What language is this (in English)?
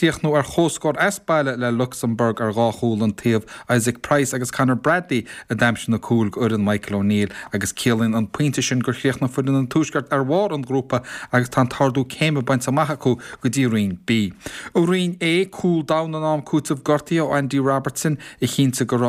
Irish